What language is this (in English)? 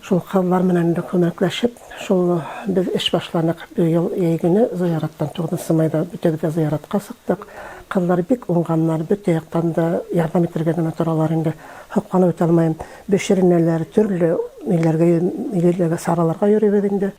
Bashkir